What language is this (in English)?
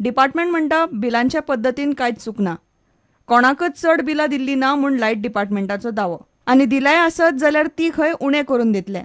Konkani